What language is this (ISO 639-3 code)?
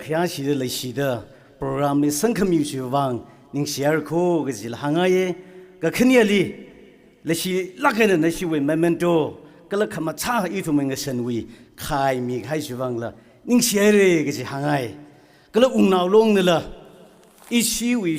nmf